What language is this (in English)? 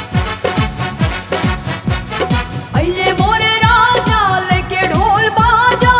Bhojpuri